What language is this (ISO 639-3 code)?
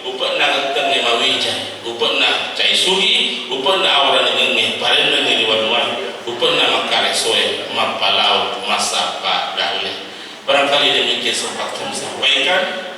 bug